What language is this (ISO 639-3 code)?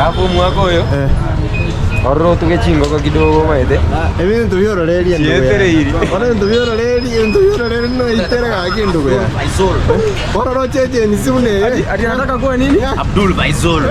guz